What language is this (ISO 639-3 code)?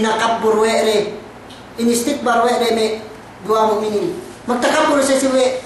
yka